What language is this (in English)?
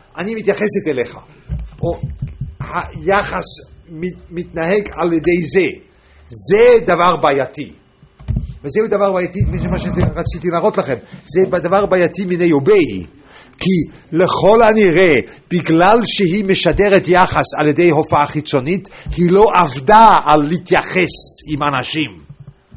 Hebrew